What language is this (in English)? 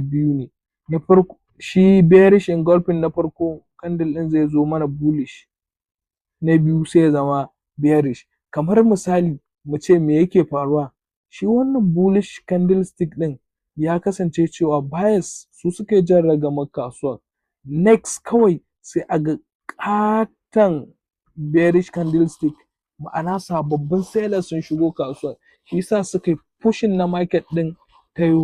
Hausa